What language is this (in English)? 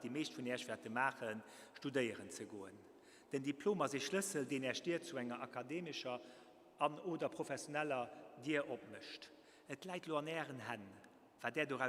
Luxembourgish